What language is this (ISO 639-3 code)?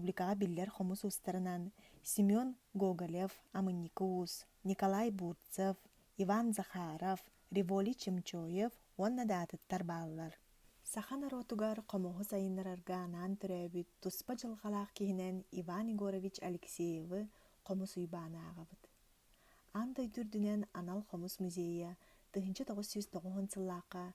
sah